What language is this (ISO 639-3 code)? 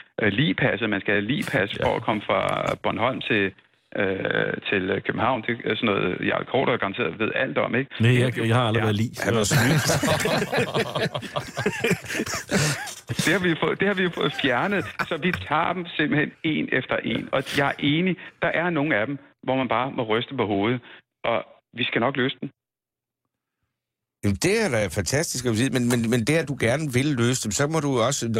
dan